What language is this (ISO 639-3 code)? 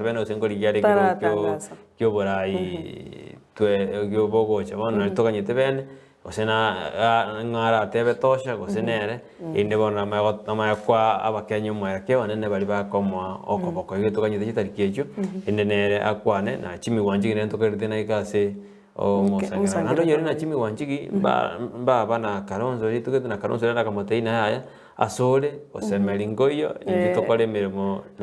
guz